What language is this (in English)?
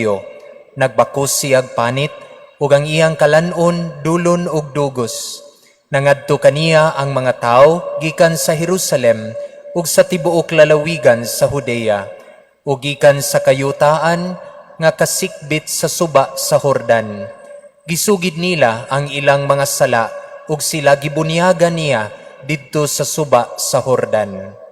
Cebuano